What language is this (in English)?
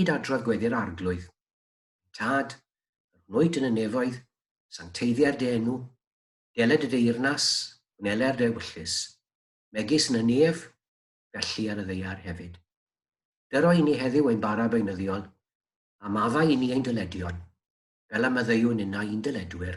Welsh